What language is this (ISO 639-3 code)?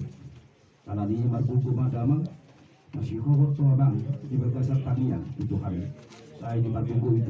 bbc